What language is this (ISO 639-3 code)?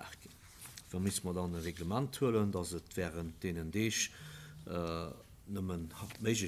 ltz